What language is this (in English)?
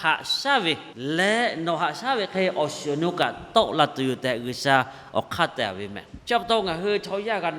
Lahu